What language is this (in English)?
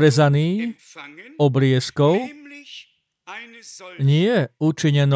Slovak